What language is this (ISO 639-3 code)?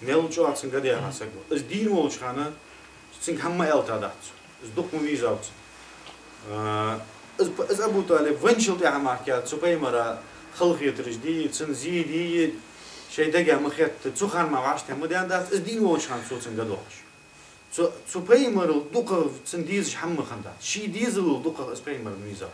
inh